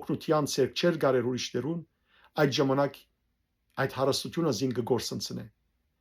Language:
Western Armenian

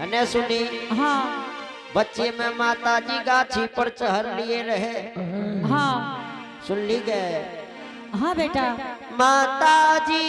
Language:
Angika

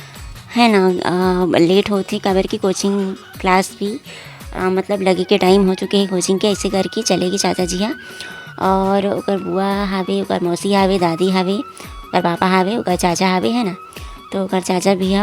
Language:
Chhattisgarhi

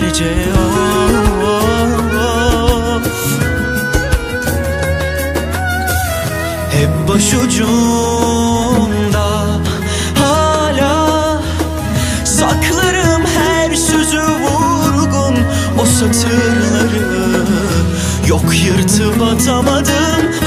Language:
Turkish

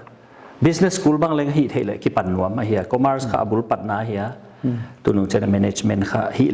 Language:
Paite Chin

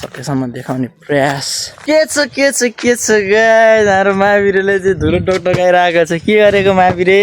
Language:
Nepali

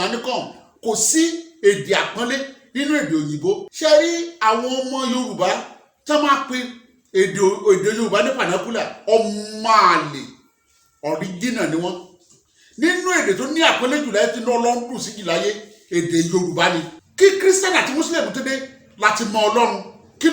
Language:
Yoruba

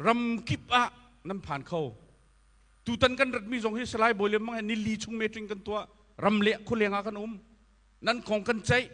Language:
Hakha Chin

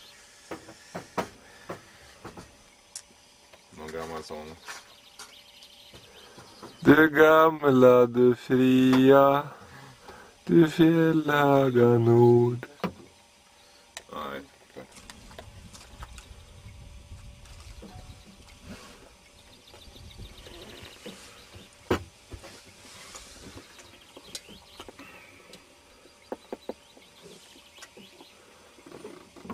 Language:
Swedish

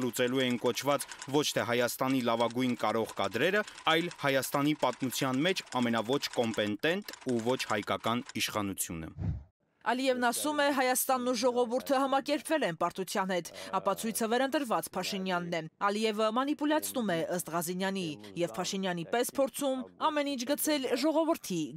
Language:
Armenian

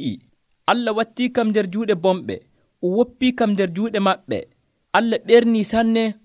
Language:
Nigerian Fulfulde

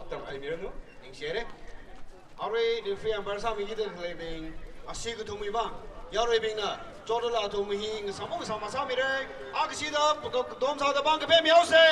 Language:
Tangkhul Naga (India)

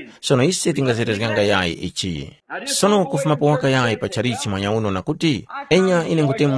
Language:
Tumbuka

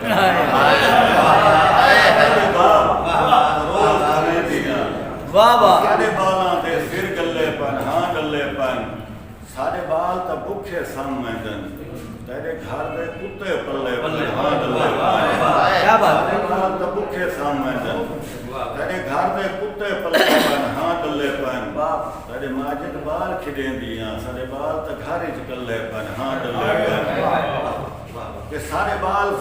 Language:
Saraiki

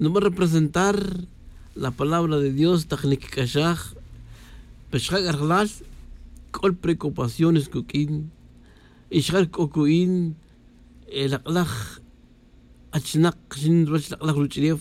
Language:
Tz'utujil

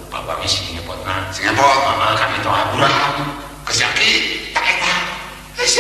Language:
Sundanese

